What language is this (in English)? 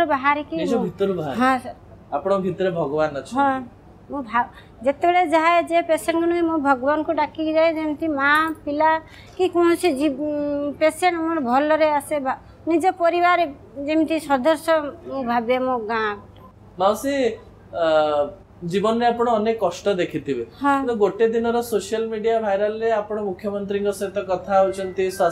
Odia